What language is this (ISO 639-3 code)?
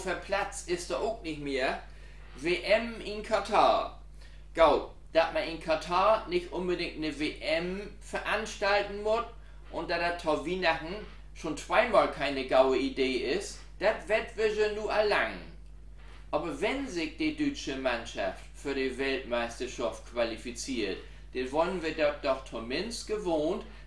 nds